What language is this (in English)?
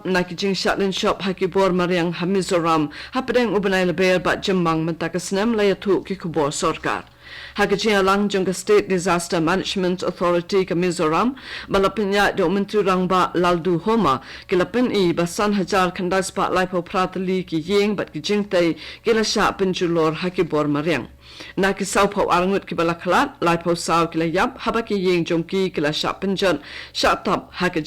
Khasi